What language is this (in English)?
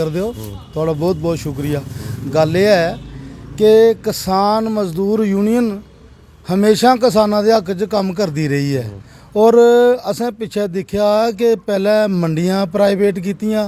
Dogri